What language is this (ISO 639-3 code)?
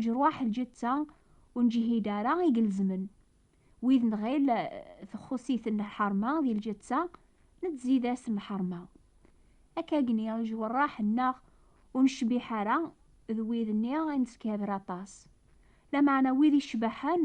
kab